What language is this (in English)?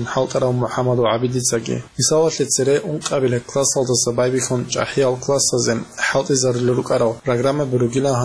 Avaric